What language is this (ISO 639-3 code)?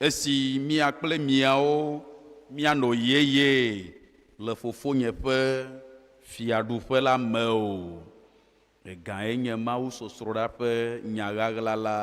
ewe